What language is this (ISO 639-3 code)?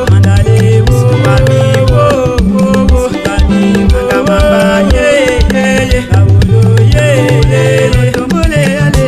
tll